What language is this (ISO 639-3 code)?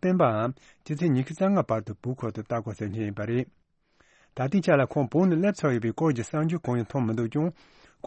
bod